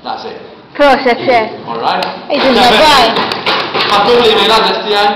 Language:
Maltese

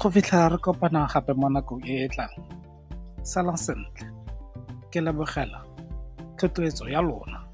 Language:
Tswana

